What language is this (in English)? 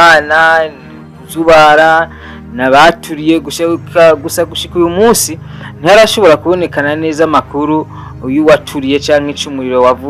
Rundi